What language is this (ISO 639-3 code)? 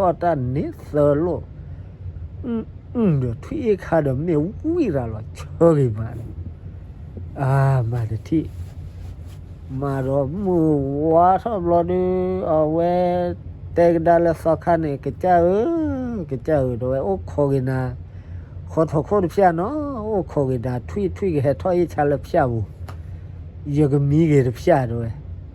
ksw